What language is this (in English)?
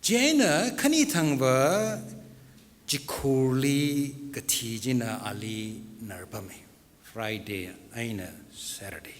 Tangkhul Naga (India)